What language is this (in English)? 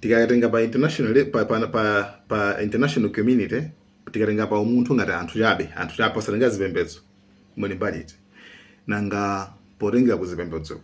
Nyanja